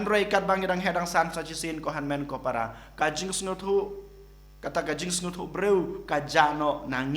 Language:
Khasi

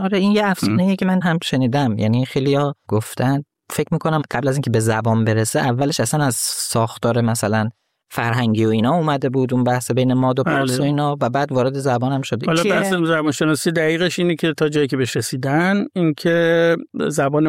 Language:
Persian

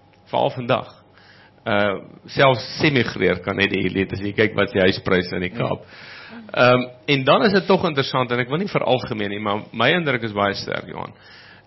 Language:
Afrikaans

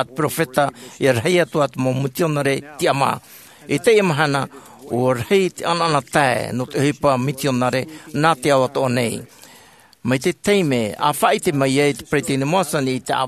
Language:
Tahitian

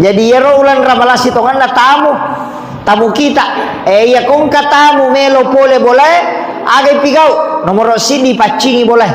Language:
Buginese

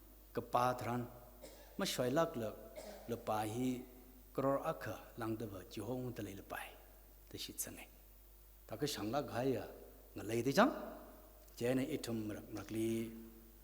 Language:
Tangkhul Naga (India)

